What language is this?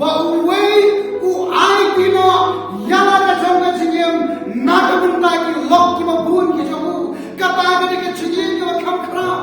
Khasi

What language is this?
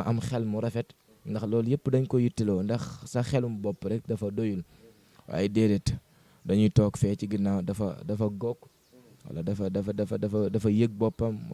Wolof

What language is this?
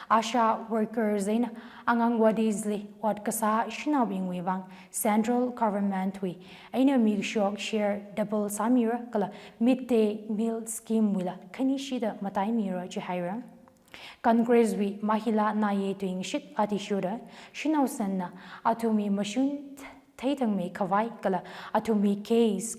Tangkhul Naga (India)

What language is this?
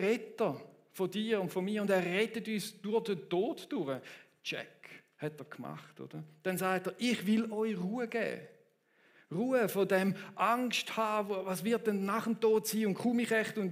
Swiss German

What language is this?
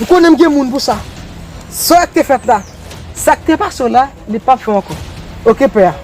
Haitian Creole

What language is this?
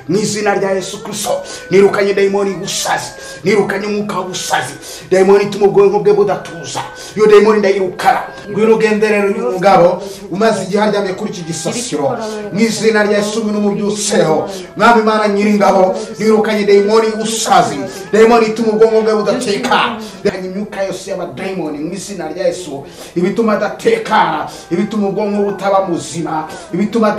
Kinyarwanda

